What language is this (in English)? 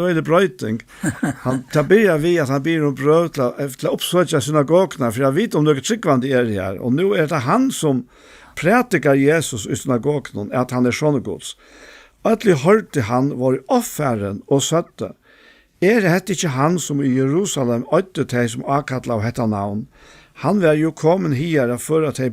Faroese